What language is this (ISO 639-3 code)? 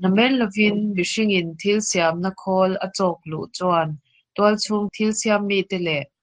lus